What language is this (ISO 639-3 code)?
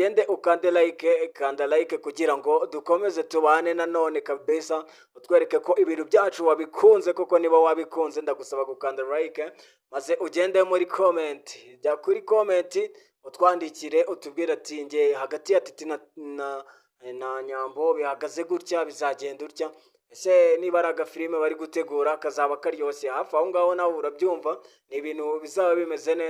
kin